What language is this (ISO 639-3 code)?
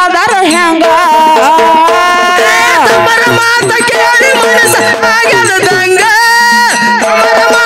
kan